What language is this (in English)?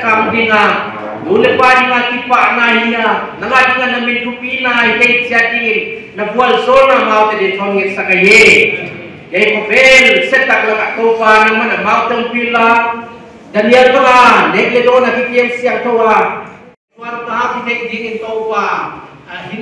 Paite Chin